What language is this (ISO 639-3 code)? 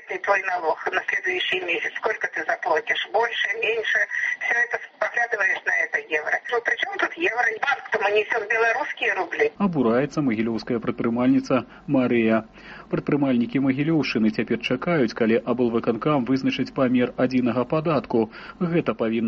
bel